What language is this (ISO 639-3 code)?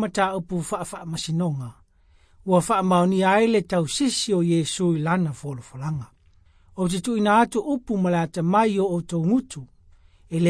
smo